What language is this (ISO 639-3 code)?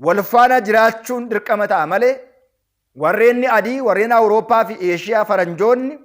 orm